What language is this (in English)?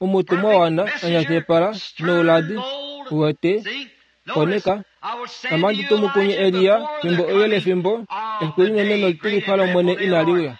Kuanyama